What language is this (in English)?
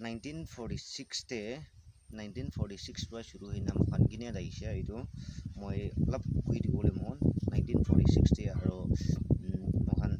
Naga Pidgin